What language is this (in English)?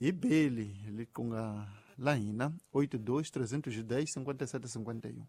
Tsonga